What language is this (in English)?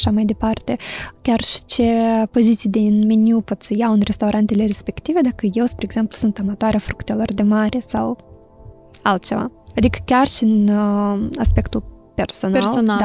Romanian